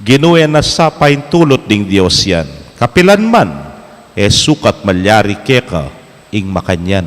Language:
Pampanga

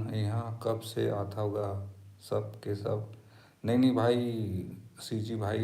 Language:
Chhattisgarhi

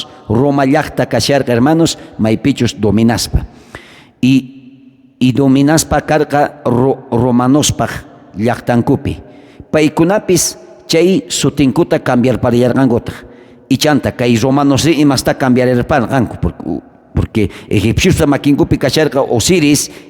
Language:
South Bolivian Quechua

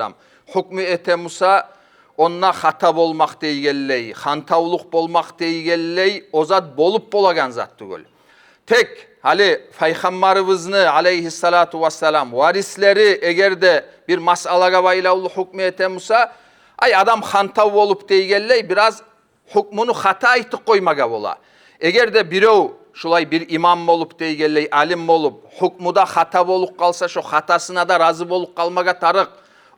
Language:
Kumyk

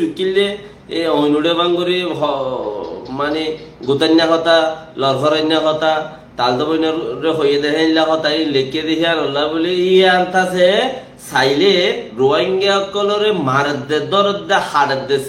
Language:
Rohingya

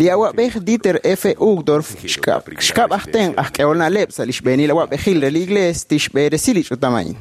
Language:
Kekchí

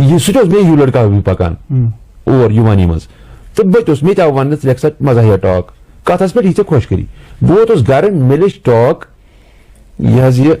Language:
Kashmiri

